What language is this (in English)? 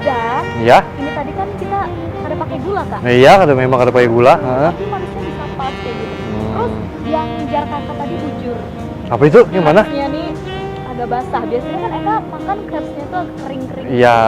Banjar